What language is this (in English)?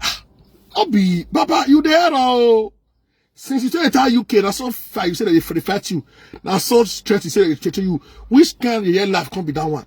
Nigerian Pidgin